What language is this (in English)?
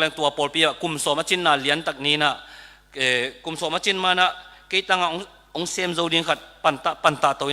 Tedim Chin